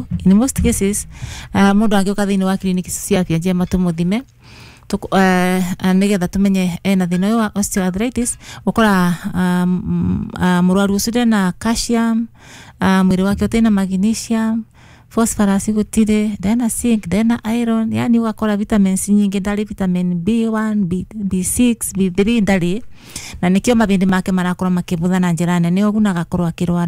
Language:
Kikuyu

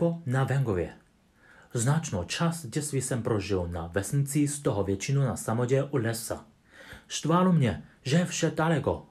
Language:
Czech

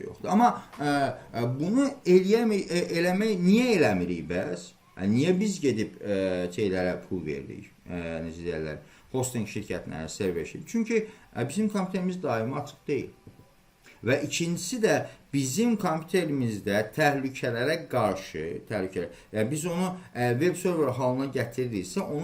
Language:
Azerbaijani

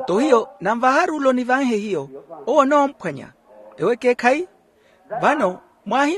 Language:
Makhuwa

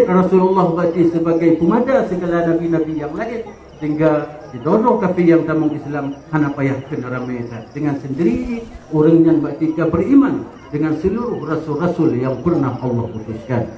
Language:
Achinese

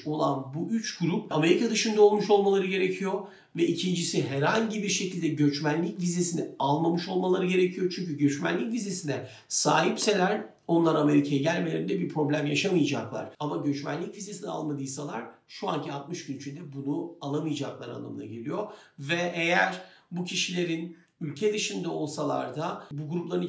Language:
Turkish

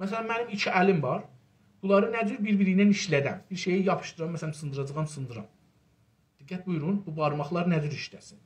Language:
South Azerbaijani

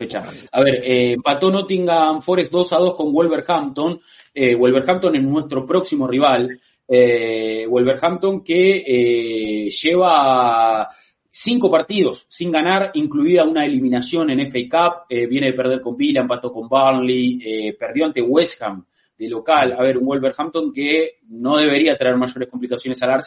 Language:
Spanish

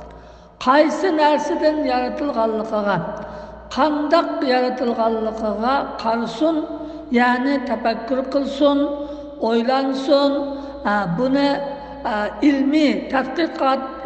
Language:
Uyghur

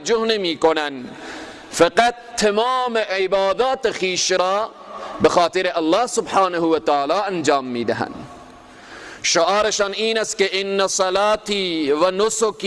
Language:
Persian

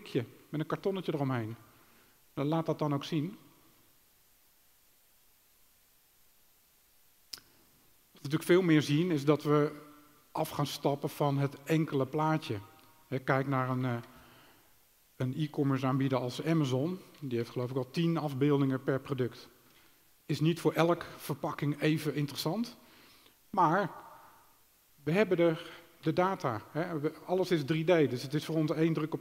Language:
Dutch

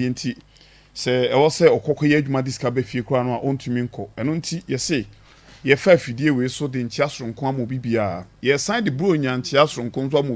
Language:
Akan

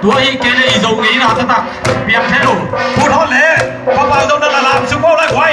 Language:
Tedim Chin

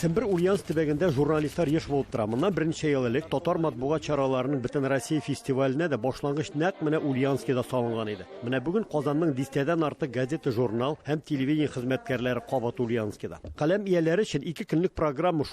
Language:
Tatar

